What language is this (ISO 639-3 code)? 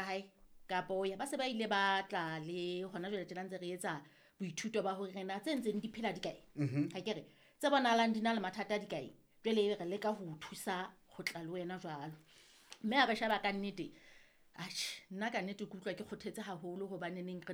sot